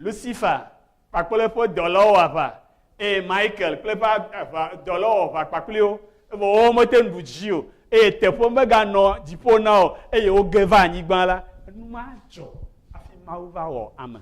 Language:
Ewe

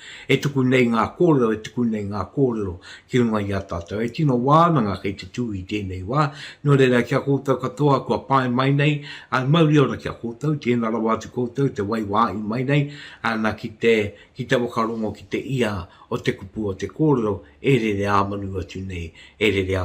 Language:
Māori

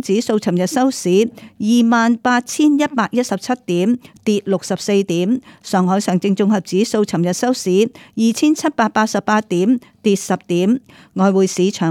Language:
Cantonese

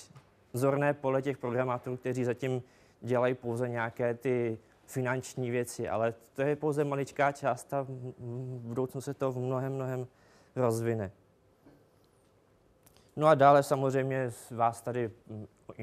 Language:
Czech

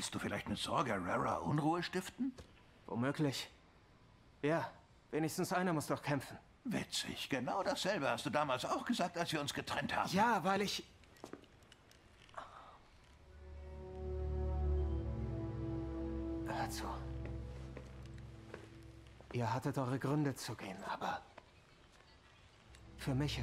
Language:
German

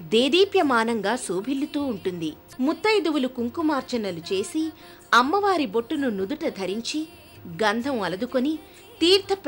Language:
Telugu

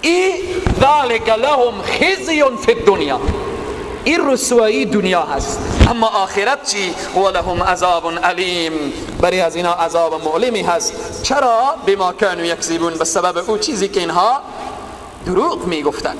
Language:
Persian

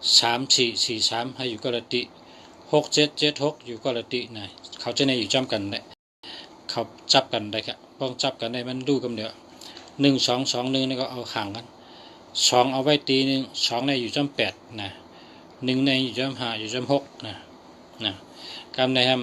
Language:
Shan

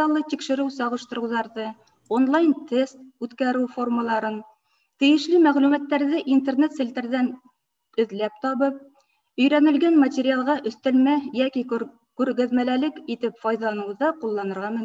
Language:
Bashkir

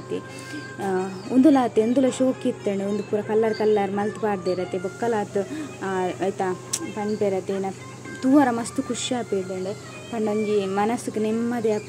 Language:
Tulu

